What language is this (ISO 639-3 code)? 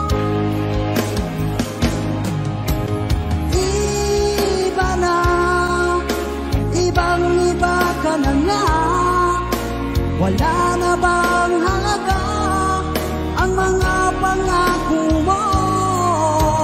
fil